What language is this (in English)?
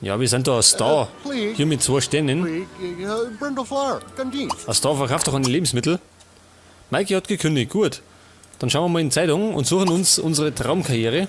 Bavarian